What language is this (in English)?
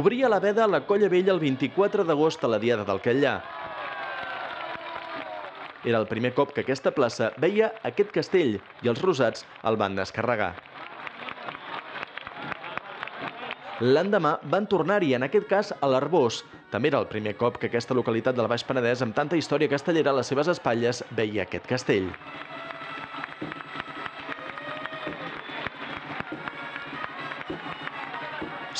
Catalan